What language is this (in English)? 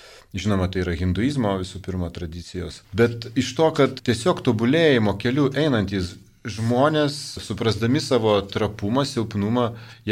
Lithuanian